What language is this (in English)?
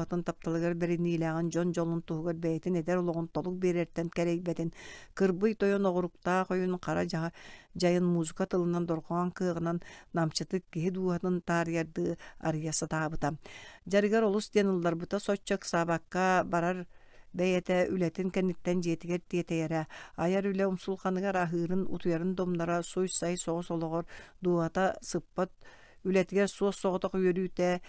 Yakut